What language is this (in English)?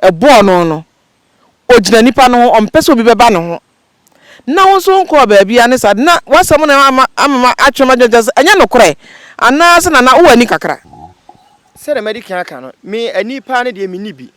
Akan